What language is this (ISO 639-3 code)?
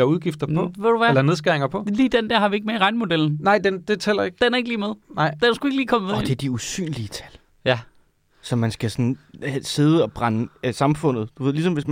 dan